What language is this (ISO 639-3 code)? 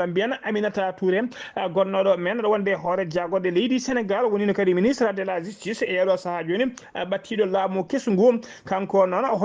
ful